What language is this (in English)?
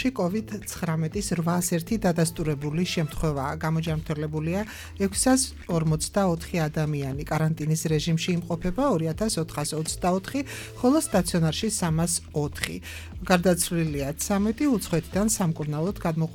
Georgian